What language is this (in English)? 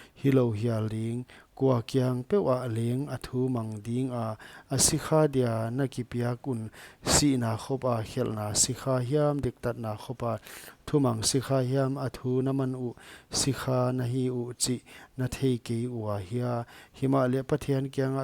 Paite Chin